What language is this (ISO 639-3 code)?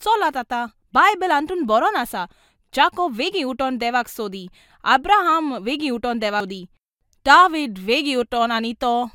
kok